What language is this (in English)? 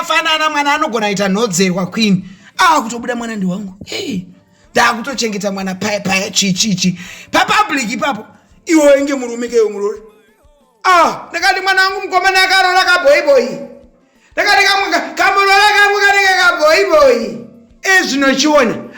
Shona